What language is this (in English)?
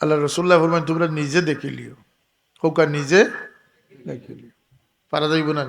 Sylheti